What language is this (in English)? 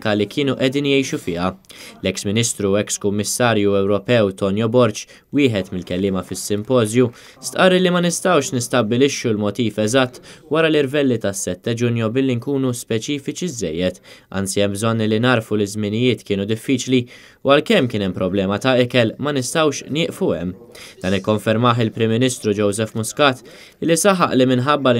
Maltese